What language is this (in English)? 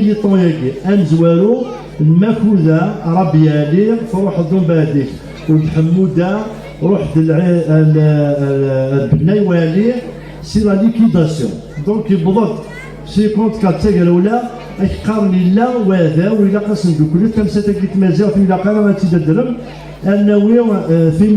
Kabyle